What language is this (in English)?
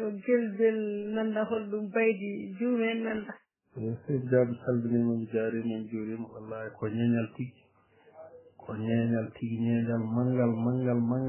Fula